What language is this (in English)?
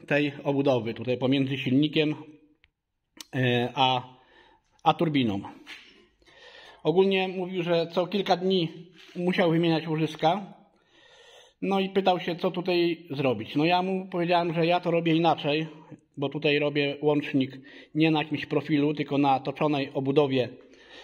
Polish